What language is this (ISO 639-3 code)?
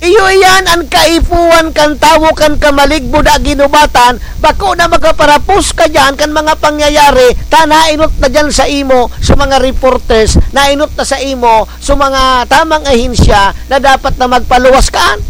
bik